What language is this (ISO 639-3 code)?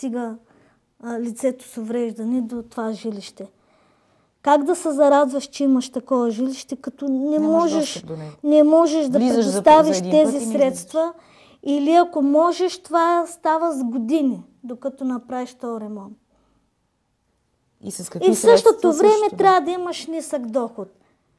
bul